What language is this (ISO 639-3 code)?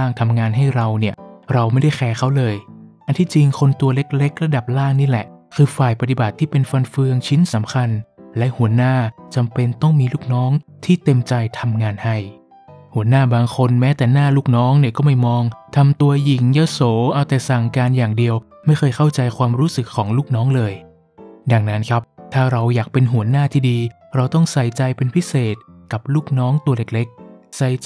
tha